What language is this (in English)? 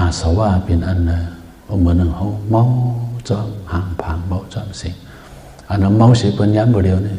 Shan